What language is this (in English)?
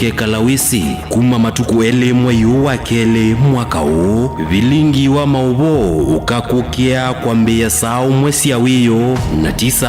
Kamba